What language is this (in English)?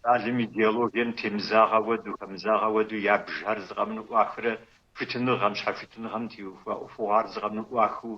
Kabardian